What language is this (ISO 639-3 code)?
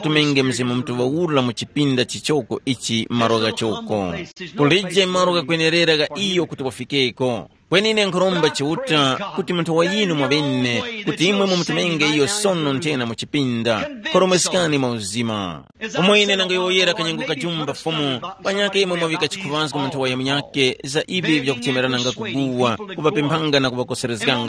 tum